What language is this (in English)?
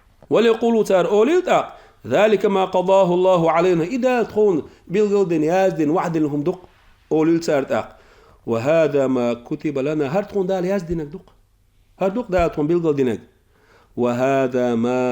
Chechen